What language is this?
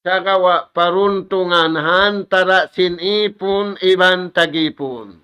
Tausug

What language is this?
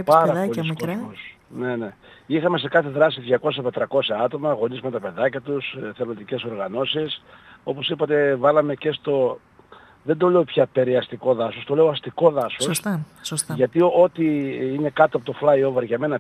Greek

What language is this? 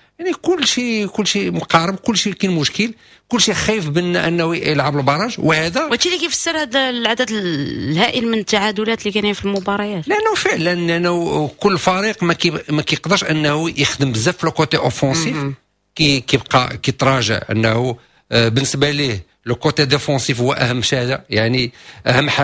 Moroccan Arabic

